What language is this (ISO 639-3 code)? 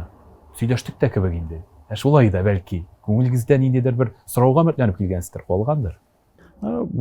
tat